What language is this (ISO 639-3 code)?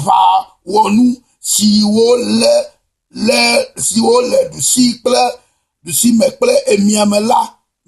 ewe